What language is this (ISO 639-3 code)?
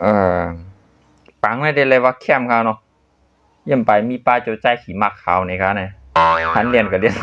shn